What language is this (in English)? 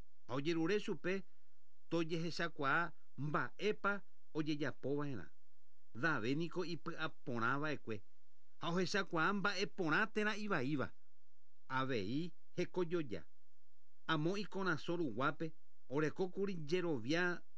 Guarani